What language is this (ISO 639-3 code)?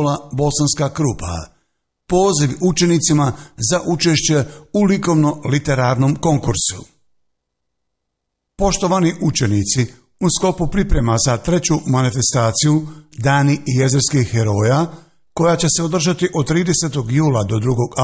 bos